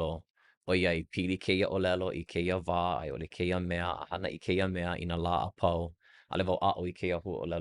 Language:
Hawaiian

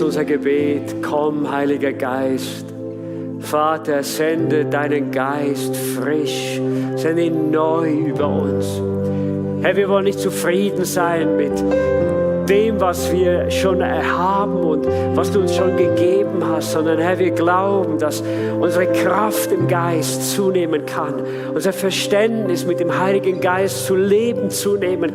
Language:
Swiss German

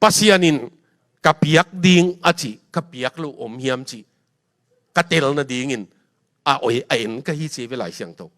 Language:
Tedim Chin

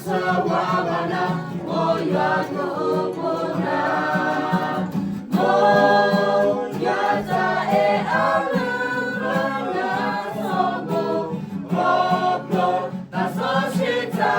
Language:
S'gaw Karen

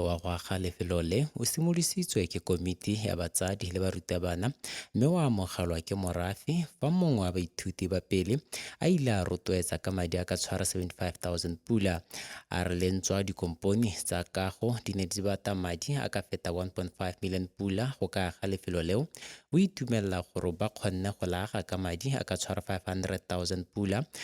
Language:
Tswana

